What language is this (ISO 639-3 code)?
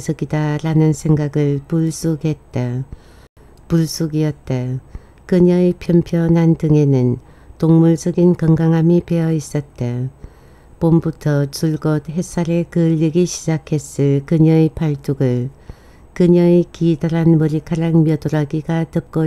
kor